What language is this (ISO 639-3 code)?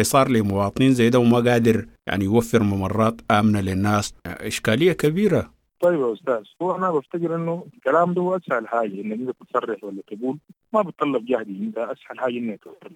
apd